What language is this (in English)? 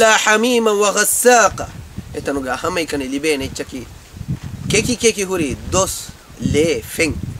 Divehi